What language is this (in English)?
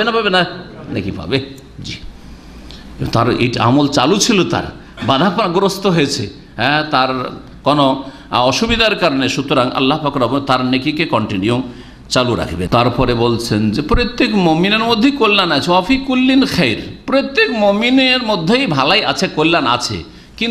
Bangla